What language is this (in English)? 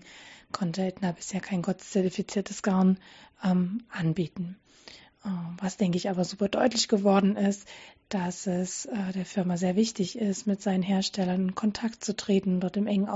German